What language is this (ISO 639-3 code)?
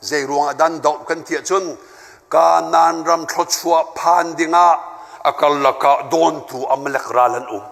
cnh